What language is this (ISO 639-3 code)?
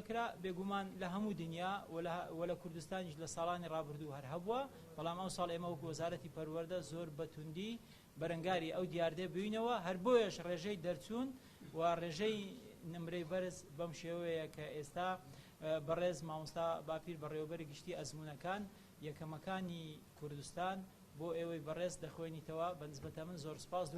ckb